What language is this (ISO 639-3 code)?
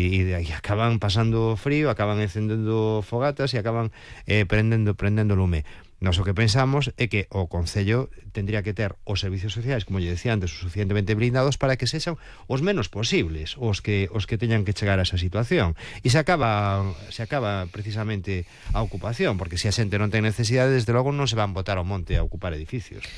glg